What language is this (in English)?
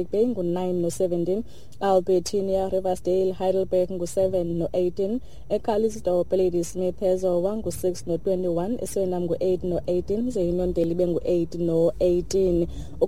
Xhosa